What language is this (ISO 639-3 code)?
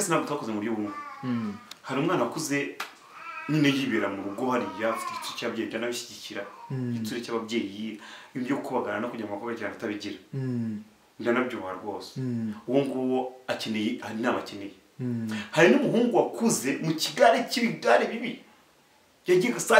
kin